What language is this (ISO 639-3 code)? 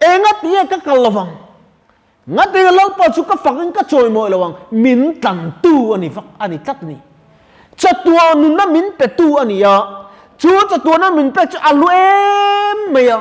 lus